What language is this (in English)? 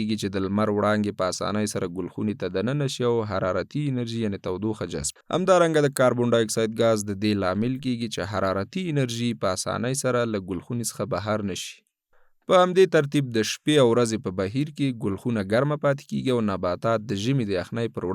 Pashto